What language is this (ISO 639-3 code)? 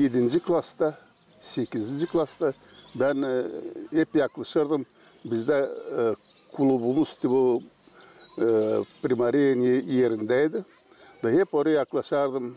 gag